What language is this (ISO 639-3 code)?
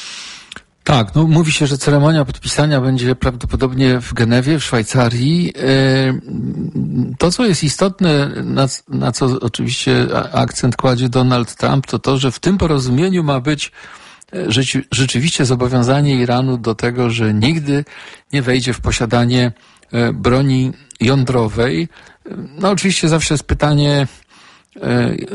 pol